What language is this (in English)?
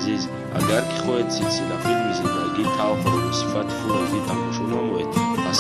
Tajik